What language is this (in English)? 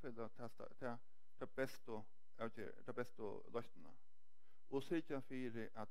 Faroese